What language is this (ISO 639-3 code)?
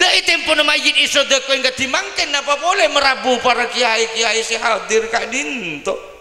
mad